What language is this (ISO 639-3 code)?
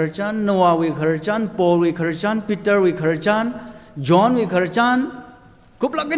nmf